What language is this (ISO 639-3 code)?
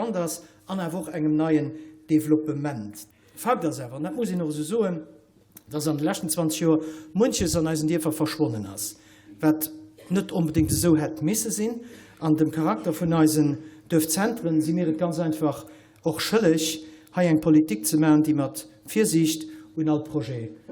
ltz